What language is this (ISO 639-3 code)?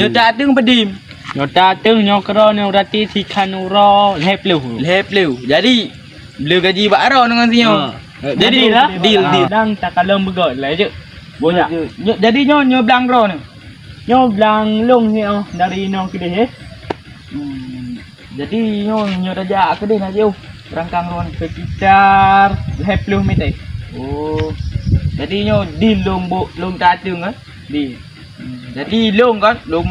ace